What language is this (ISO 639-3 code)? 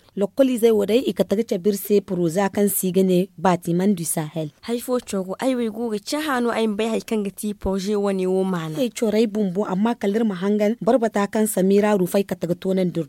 dje